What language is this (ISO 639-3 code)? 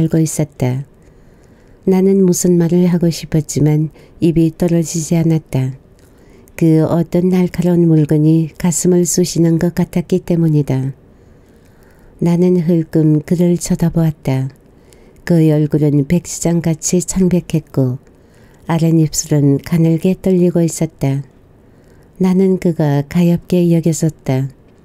kor